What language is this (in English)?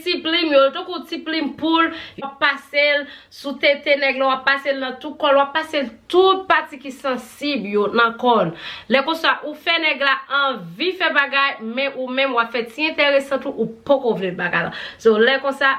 Haitian Creole